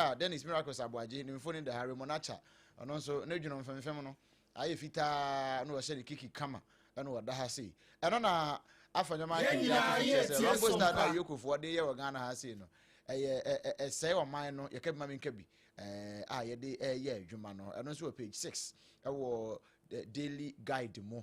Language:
Akan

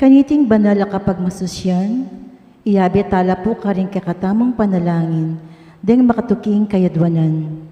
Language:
Pampanga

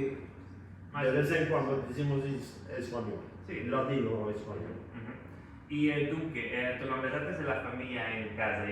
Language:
Ladino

